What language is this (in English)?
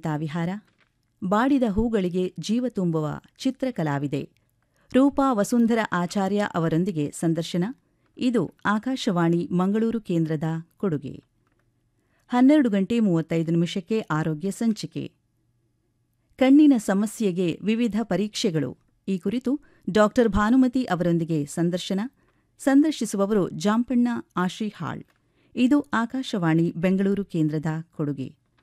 Kannada